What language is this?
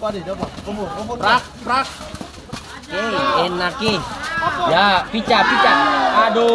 Ambonese Malay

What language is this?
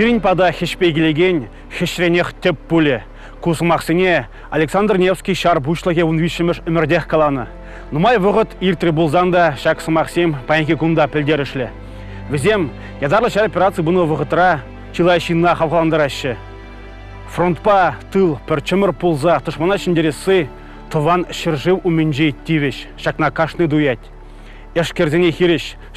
Chuvash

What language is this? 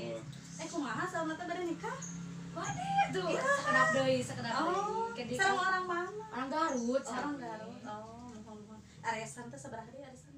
Sundanese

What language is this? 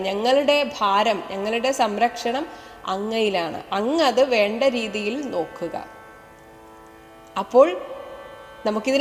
Malayalam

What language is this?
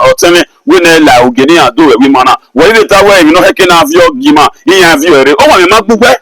Bini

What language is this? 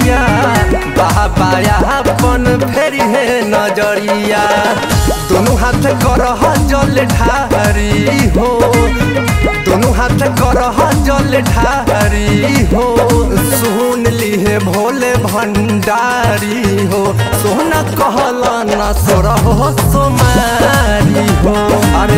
Bhojpuri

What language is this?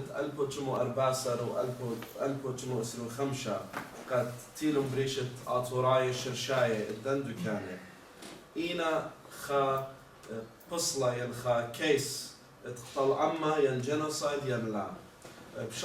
Assyrian Neo-Aramaic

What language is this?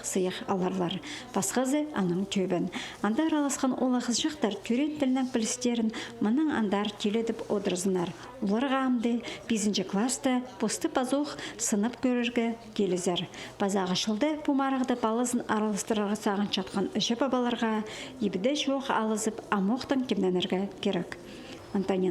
Khakas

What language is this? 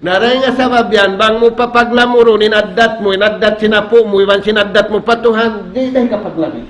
Tausug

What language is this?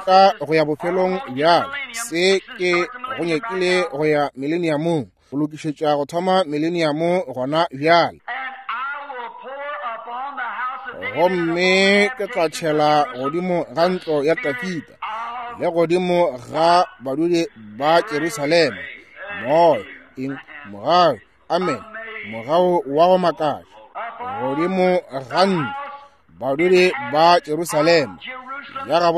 Northern Sotho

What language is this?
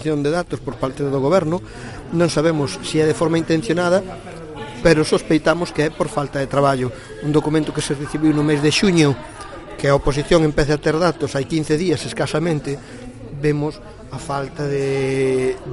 Galician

